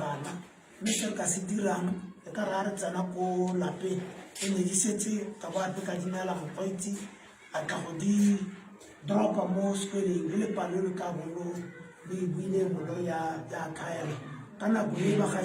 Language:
Tswana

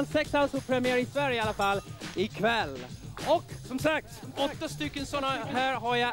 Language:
Swedish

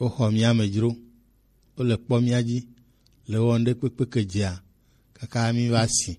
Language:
Gen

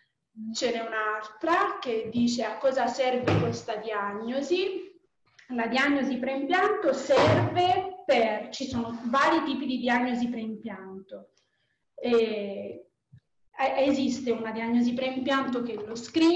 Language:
Italian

